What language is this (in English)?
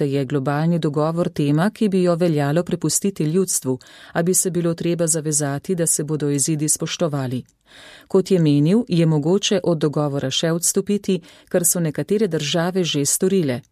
Slovenian